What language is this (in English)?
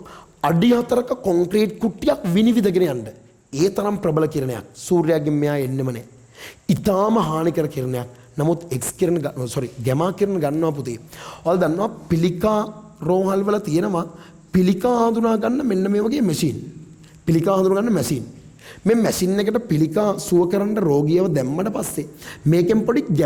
Sinhala